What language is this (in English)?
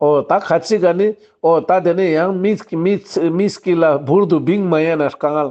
Ladakhi